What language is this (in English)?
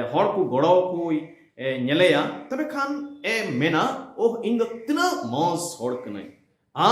Santali